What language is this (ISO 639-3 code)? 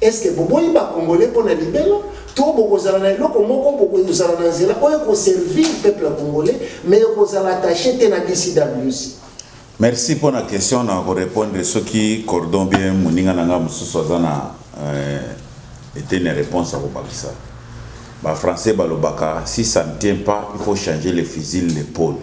lin